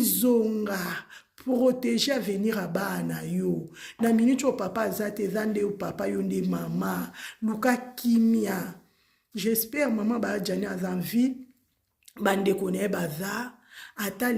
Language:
Lingala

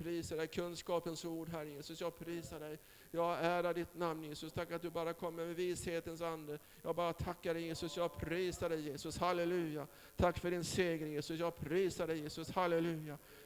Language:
Swedish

